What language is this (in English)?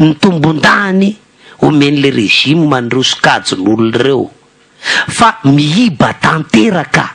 Malagasy